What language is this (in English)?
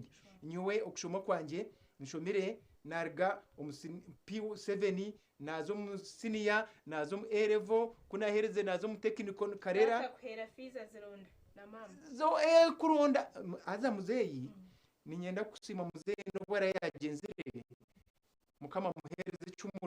Nyankole